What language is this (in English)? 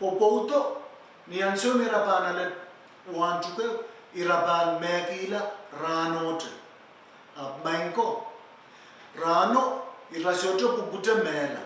Pohnpeian